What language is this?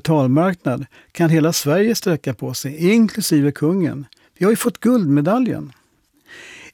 Swedish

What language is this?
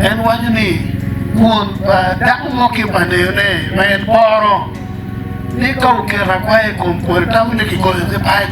Acoli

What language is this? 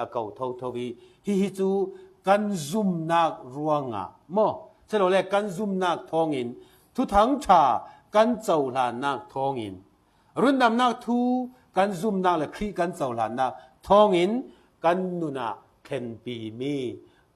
Falam Chin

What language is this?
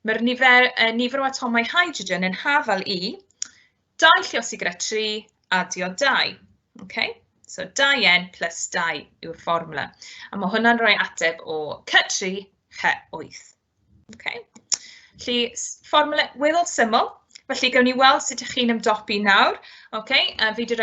Welsh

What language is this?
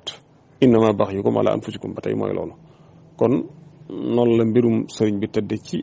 Wolof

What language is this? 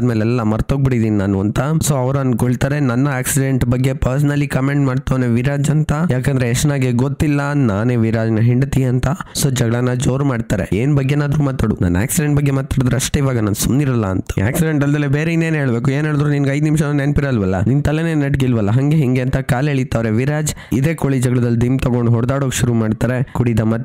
Kannada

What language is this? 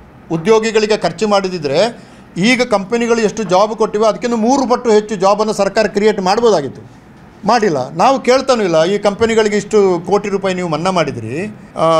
Kannada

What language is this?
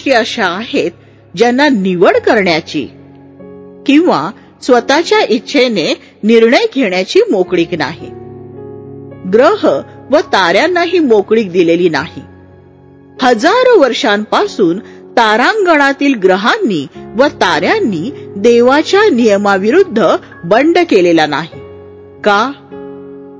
Marathi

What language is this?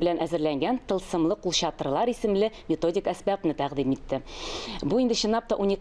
Tatar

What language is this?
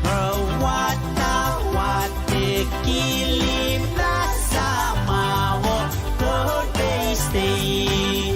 Pohnpeian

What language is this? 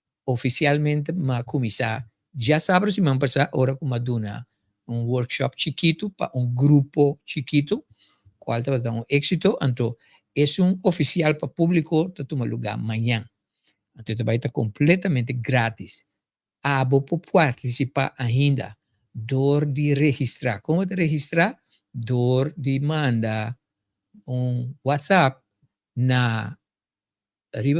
Papiamento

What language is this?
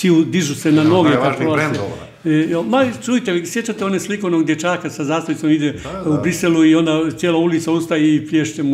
Croatian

